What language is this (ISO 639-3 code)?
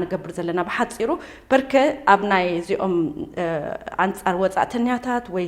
tir